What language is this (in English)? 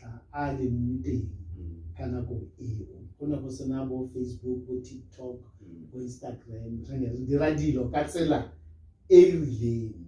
Tswana